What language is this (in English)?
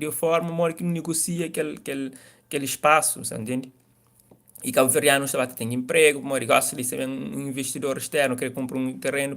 Kabuverdianu